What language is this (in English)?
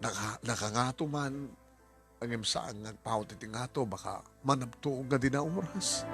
Iloko